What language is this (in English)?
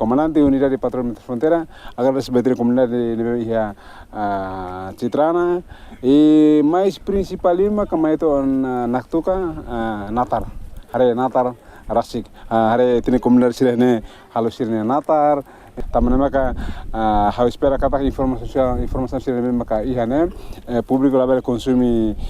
Tetum